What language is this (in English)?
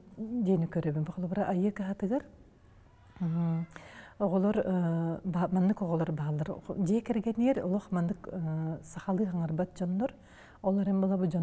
Yakut